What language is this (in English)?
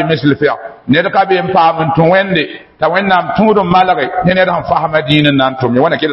Mossi